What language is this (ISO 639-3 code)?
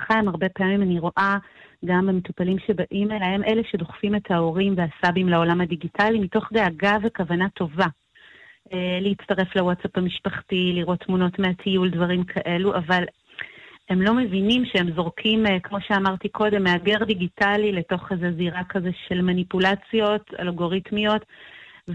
heb